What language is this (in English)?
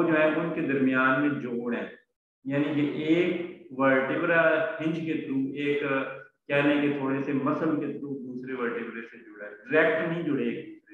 Hindi